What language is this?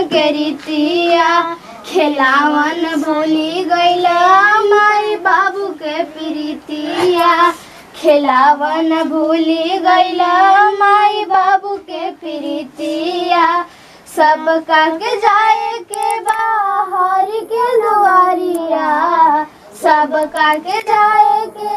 Magahi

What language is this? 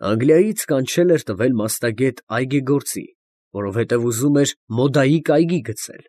Armenian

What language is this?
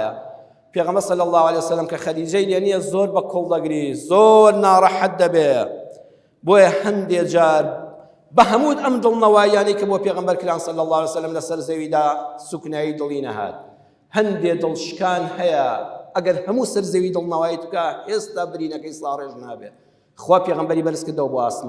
Central Kurdish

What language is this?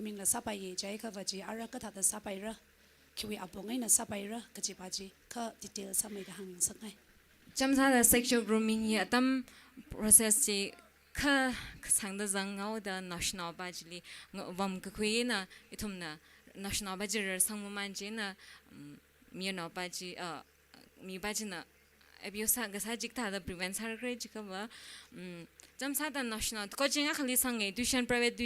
Tangkhul Naga (India)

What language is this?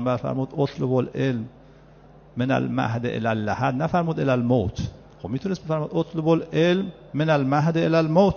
Persian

